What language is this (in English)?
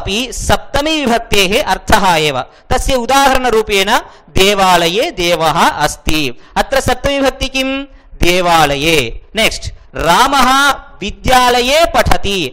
Sanskrit